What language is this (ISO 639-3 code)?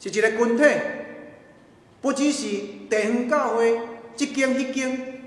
nan